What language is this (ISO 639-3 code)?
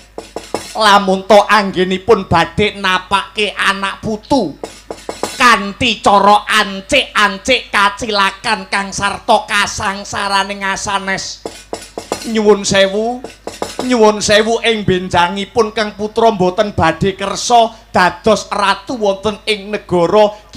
jav